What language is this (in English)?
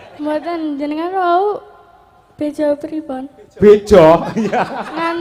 Javanese